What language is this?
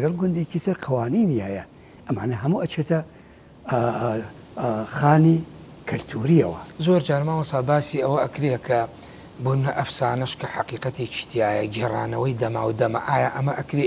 Central Kurdish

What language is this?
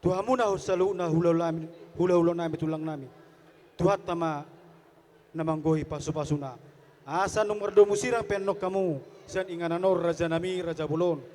Batak Toba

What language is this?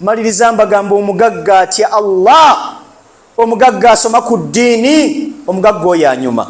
Ganda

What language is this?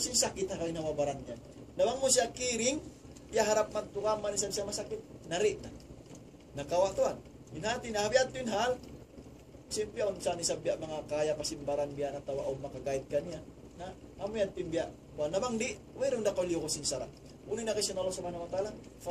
Tausug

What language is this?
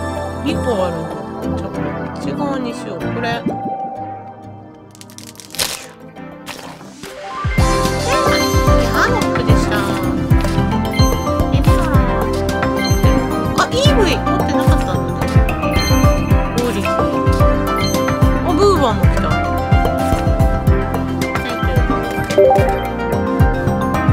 Japanese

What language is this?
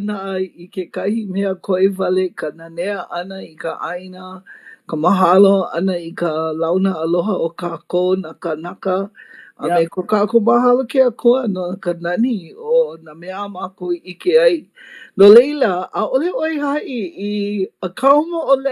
Hawaiian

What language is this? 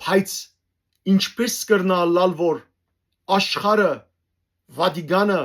Western Armenian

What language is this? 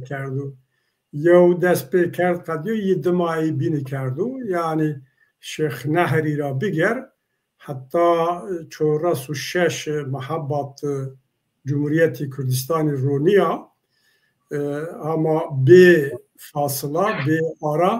Zaza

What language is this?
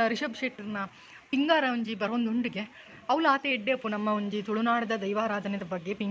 Tulu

